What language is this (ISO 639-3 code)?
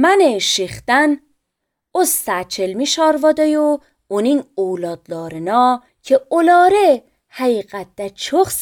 aze